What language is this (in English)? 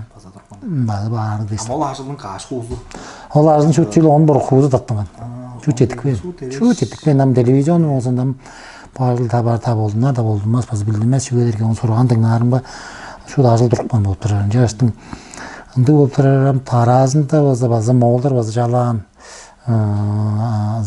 Tuvinian